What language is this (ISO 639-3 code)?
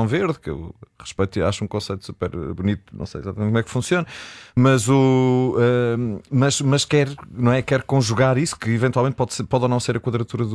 por